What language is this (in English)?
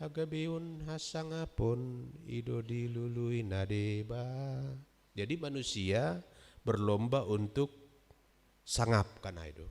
Batak Simalungun